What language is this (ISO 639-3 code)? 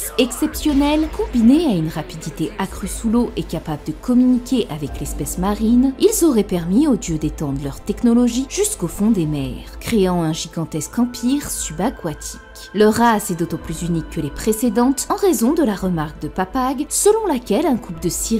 fra